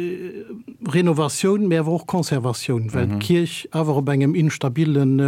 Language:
Luxembourgish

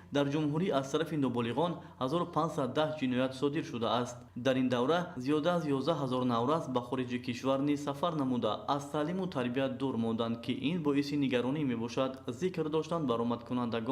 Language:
Tajik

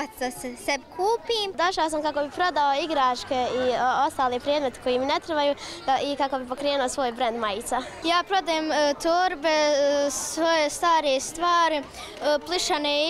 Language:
Bosnian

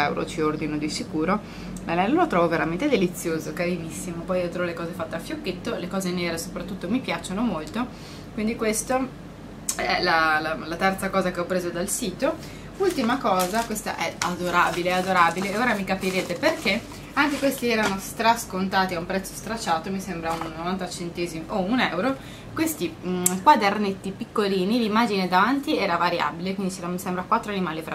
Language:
Italian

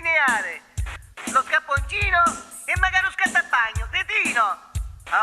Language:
Neapolitan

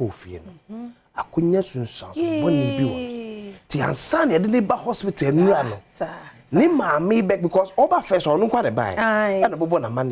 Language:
Akan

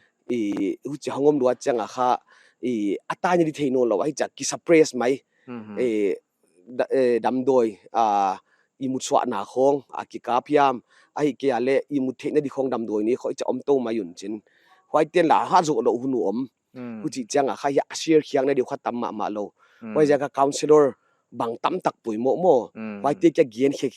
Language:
Paite Chin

